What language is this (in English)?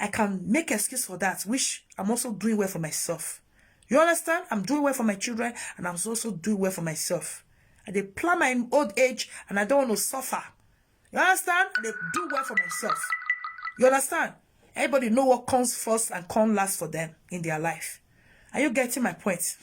Nigerian Pidgin